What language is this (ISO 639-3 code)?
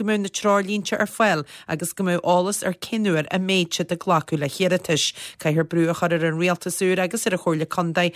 gle